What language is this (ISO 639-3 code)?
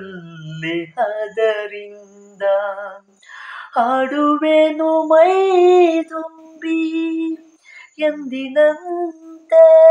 kan